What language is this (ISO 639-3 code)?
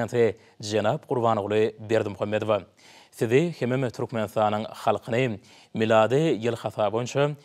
tuk